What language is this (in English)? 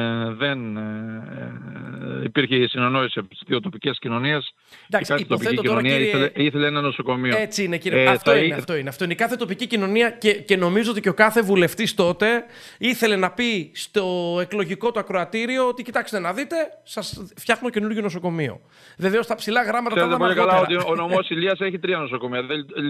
Greek